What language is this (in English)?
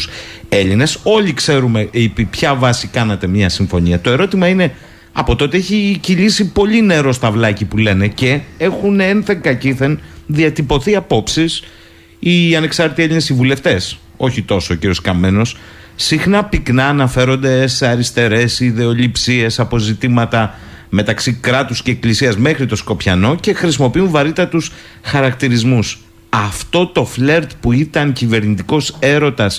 Greek